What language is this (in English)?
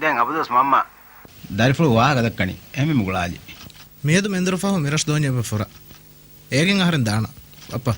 Divehi